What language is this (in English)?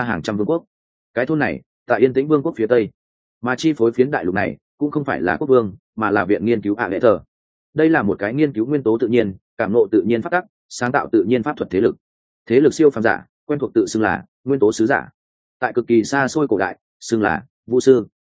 Vietnamese